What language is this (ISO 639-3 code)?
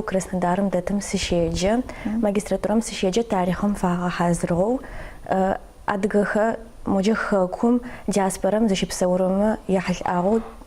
ady